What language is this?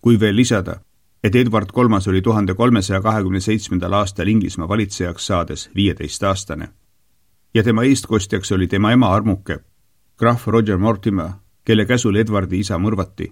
Estonian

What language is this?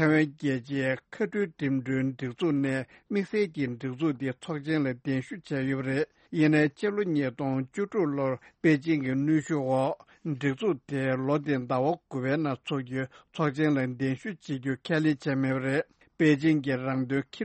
Tibetan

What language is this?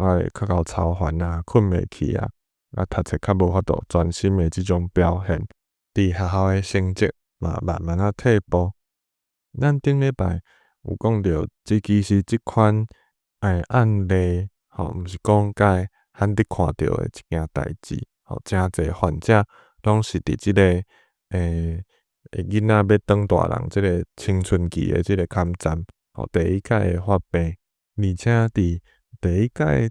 Min Nan Chinese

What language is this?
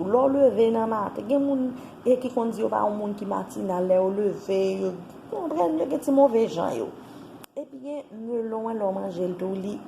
Haitian Creole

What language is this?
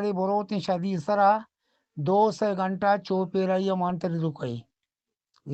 Eastern Balochi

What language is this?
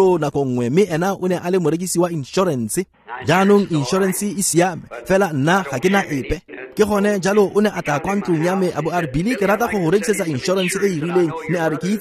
Tswana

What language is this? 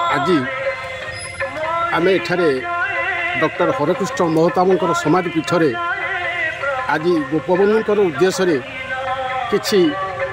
Odia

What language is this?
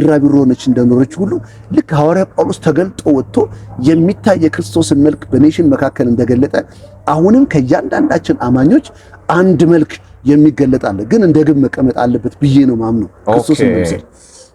Amharic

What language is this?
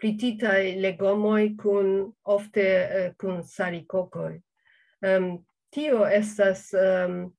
Esperanto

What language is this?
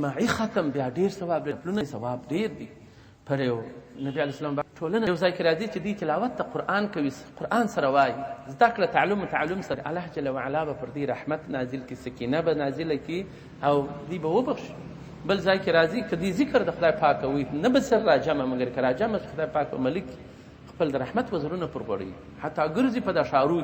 Pashto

